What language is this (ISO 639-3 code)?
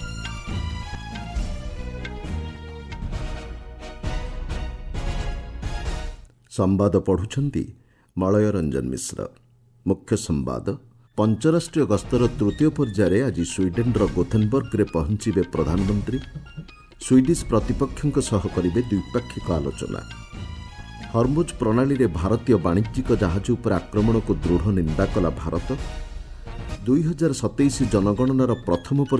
ori